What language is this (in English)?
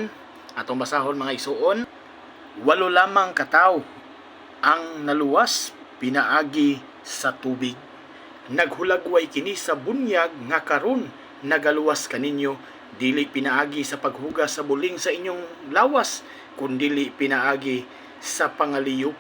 Cebuano